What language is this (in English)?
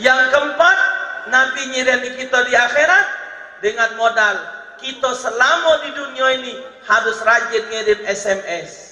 Musi